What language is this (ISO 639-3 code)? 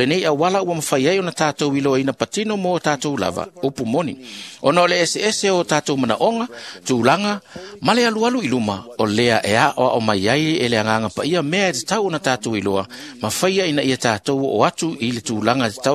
smo